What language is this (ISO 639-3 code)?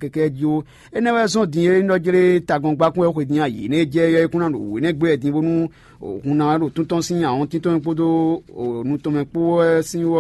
fon